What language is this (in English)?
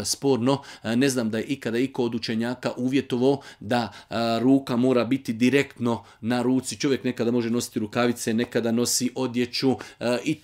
Bosnian